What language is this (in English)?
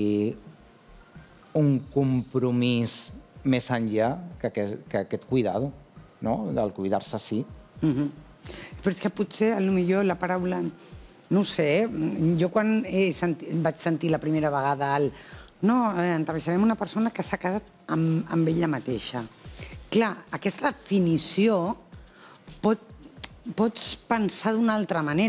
Catalan